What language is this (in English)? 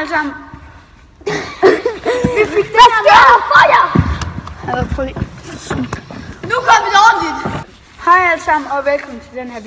Danish